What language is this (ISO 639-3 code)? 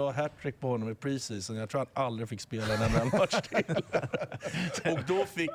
swe